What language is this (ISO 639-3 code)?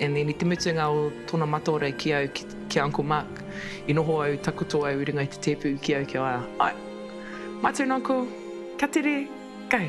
mri